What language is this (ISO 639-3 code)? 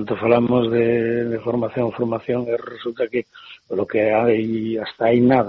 glg